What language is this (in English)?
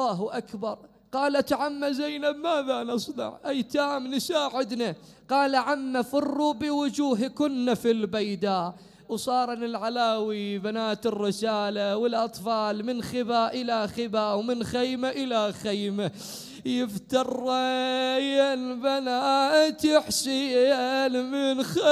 Mesopotamian Arabic